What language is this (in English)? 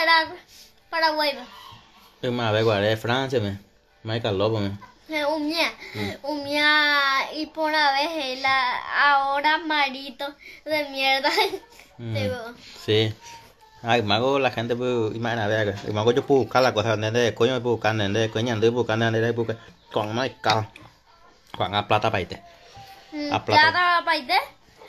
Guarani